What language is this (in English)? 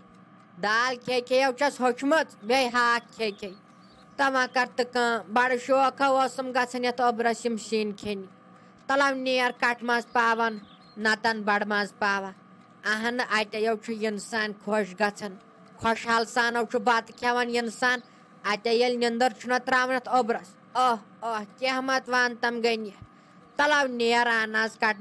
Kashmiri